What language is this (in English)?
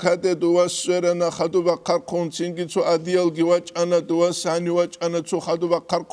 Avaric